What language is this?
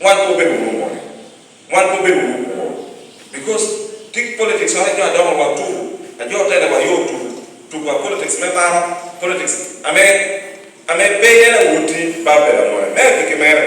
Lango (Uganda)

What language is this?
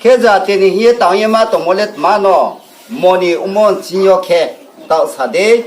Riang (India)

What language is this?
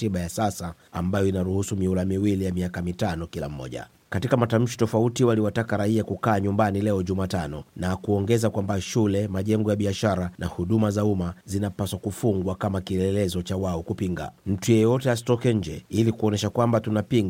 Swahili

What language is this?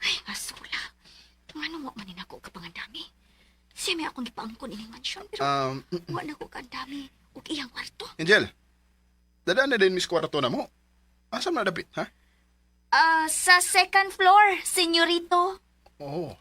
Cebuano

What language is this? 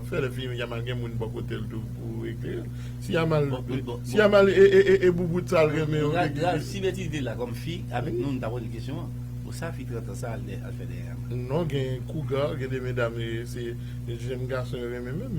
Haitian Creole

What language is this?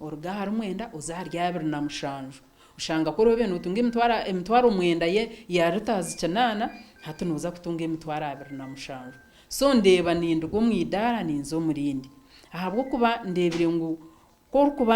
Nyankole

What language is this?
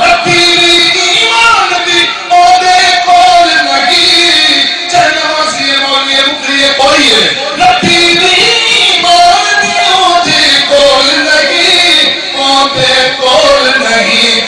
Saraiki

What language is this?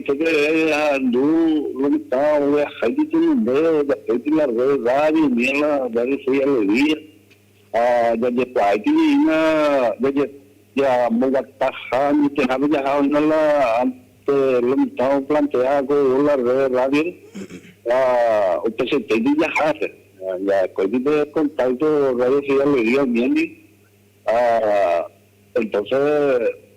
Guarani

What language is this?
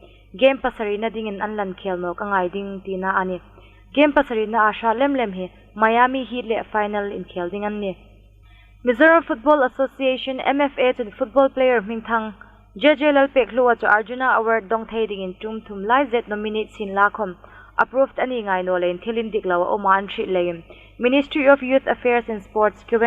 Hmar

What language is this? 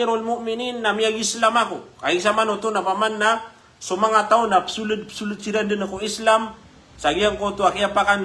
Maranao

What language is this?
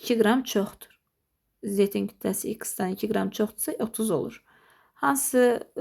Azerbaijani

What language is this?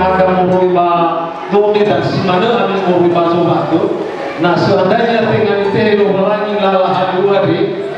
Nias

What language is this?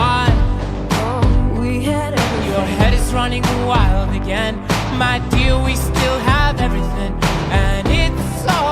Faroese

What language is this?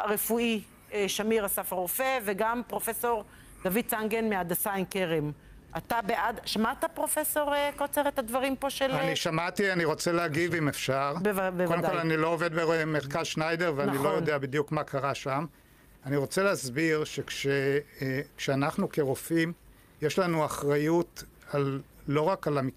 Hebrew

